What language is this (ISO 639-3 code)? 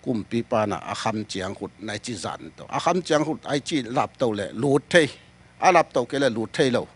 ctd